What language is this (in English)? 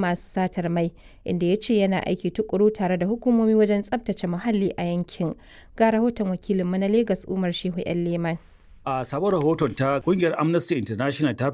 Hausa